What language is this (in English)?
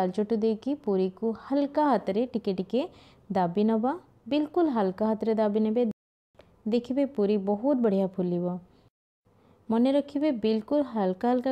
Odia